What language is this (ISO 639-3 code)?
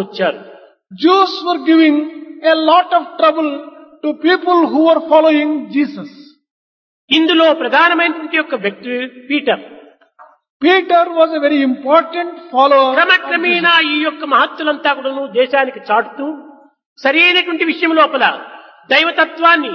tel